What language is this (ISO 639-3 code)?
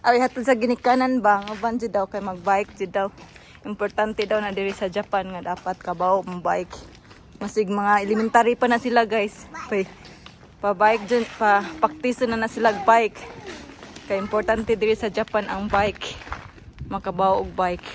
ceb